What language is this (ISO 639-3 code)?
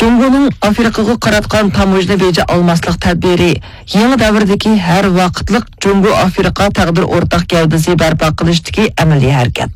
uig